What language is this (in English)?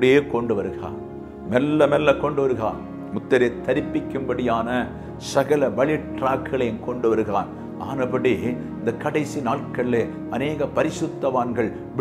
Tamil